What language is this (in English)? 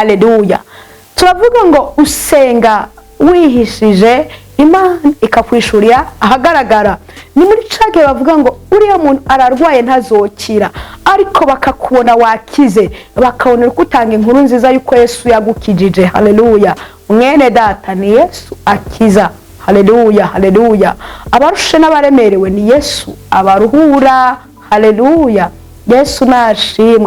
Rundi